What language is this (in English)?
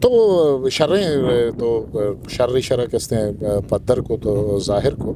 Eastern Balochi